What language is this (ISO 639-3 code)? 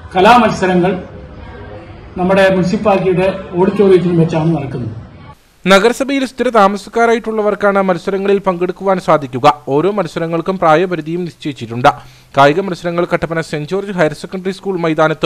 mal